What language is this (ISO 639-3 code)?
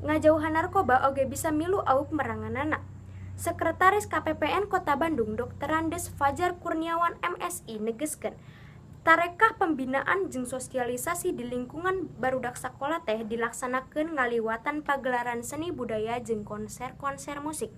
sun